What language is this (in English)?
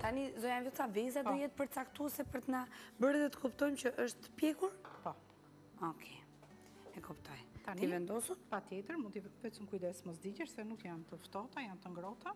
Albanian